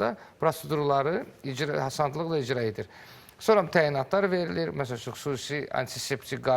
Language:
Azerbaijani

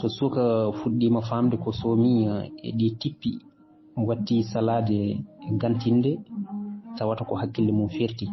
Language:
Fula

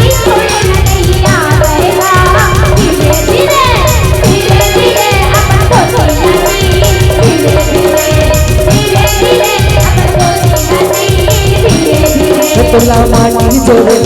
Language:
Chhattisgarhi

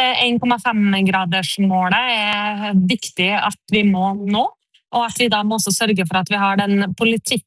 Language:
Norwegian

